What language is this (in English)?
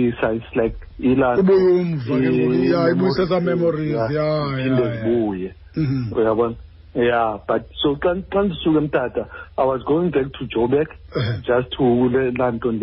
Xhosa